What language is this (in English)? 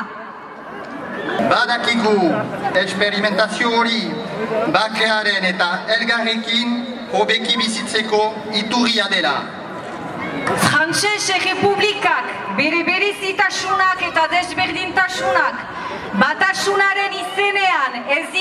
Basque